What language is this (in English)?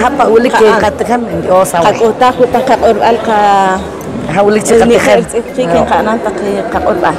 Poqomchi'